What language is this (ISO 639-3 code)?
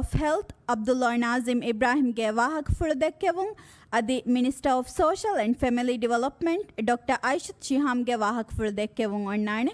div